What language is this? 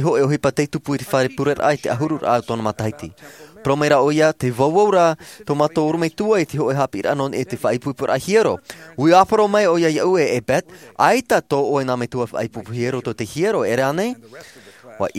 Tahitian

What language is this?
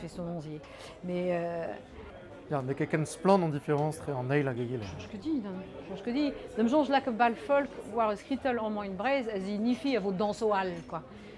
Breton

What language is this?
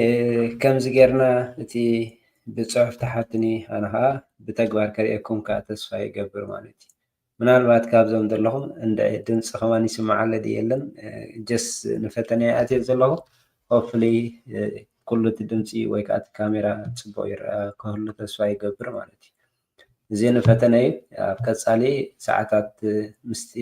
Tigrinya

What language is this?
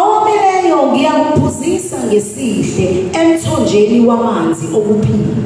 Zulu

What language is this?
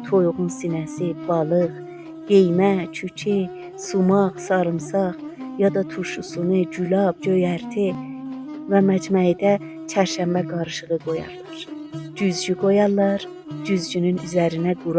South Azerbaijani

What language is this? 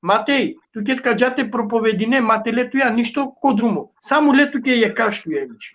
Balkan Romani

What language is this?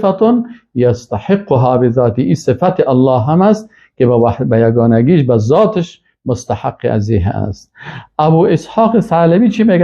Persian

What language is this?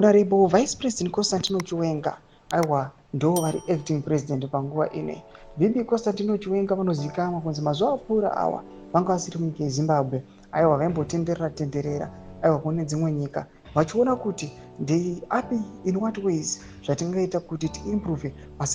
Shona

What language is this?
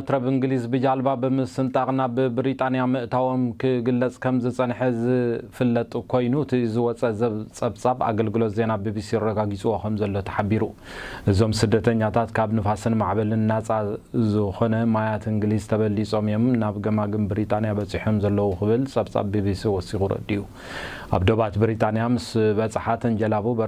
Tigrinya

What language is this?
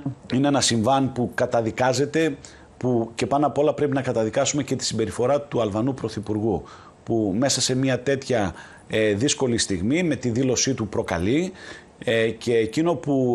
Greek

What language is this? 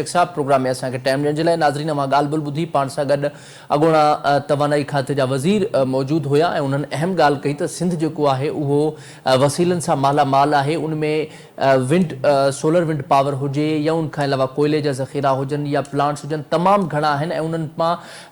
Sindhi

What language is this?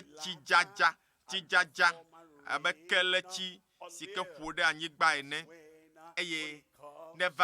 Ewe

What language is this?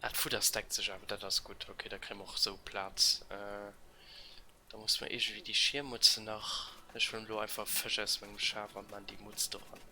Luxembourgish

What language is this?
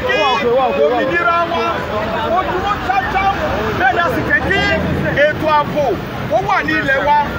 Yoruba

